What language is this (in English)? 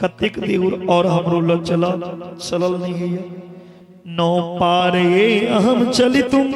Maithili